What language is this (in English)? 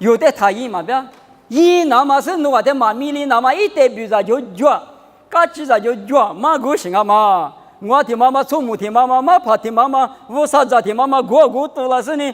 Lisu